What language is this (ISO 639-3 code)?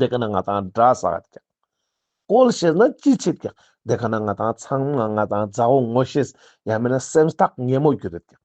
lbj